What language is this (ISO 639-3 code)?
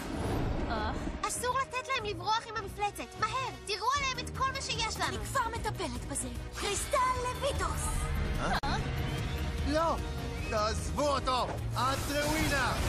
heb